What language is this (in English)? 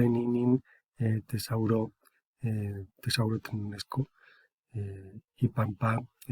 Eastern Huasteca Nahuatl